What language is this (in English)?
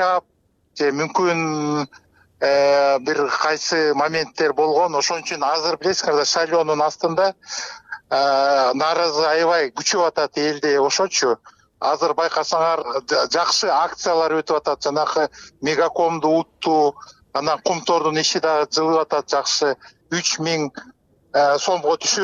Kyrgyz